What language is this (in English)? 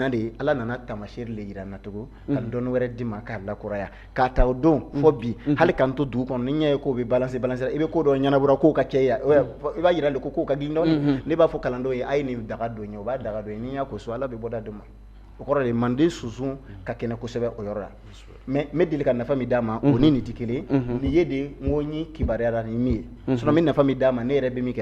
Bambara